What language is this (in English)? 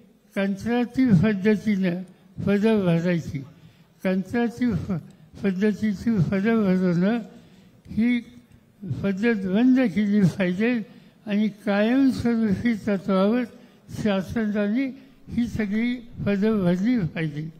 Marathi